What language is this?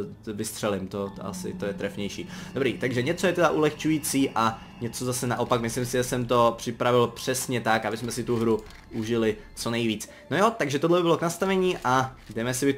Czech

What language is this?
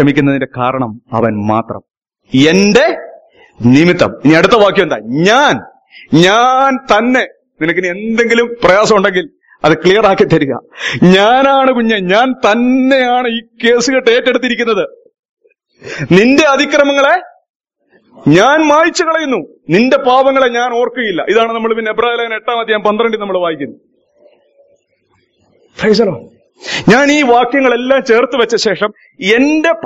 Malayalam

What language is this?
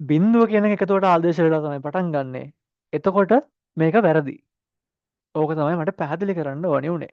Sinhala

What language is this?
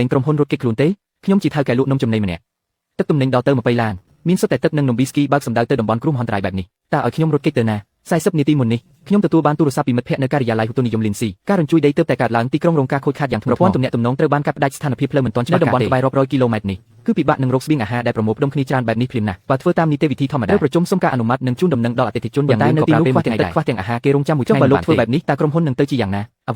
Khmer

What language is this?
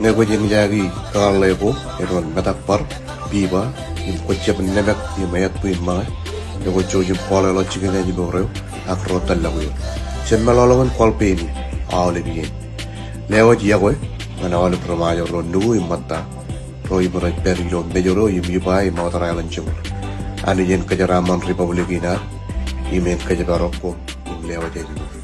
Marshallese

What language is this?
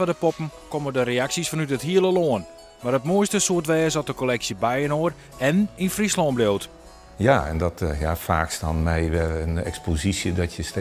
Western Frisian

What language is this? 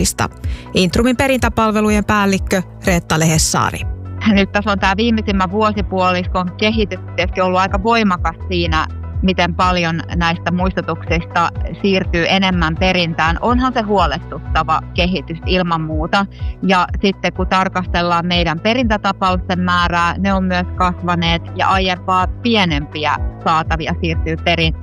Finnish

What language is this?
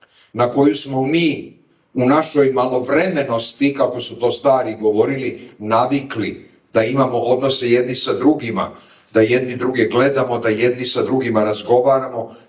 Serbian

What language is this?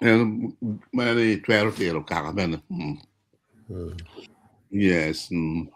Acoli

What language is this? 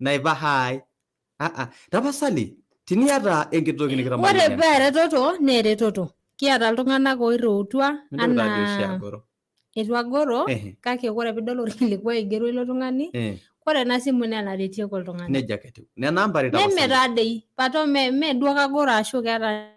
Masai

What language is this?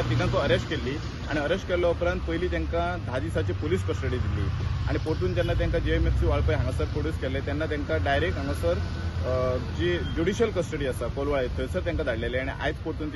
Konkani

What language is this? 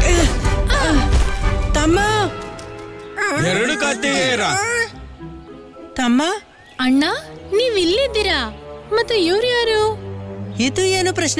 Kannada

